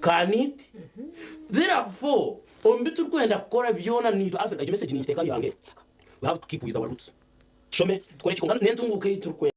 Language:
Nyankole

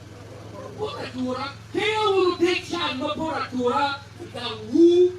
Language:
Acoli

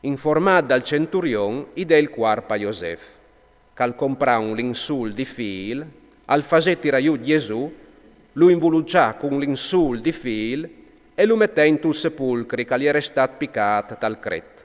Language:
Friulian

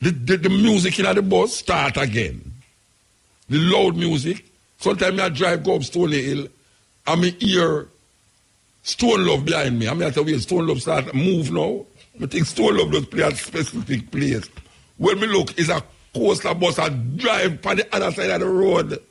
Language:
Jamaican Creole English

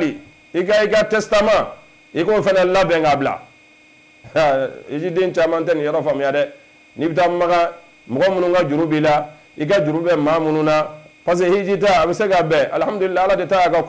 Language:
Bambara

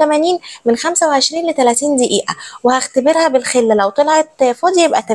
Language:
Egyptian Arabic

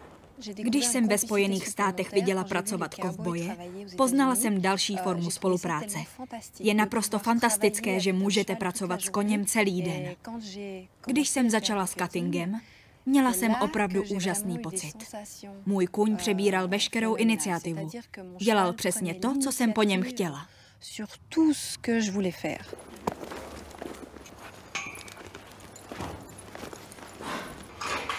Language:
Czech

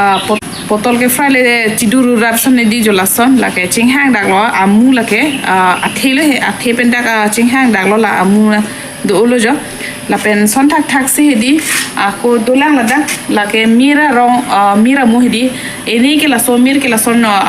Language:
Karbi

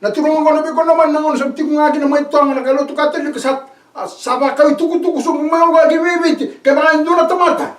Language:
Fijian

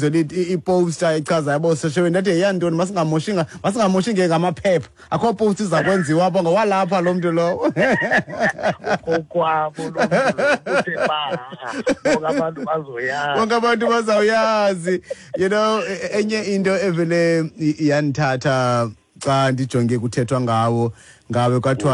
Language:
Xhosa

